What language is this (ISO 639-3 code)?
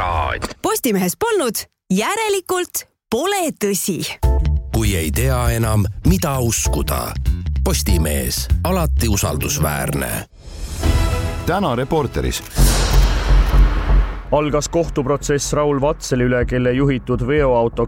est